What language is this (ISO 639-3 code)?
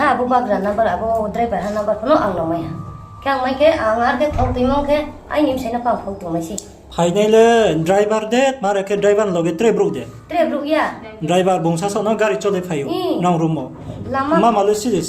ria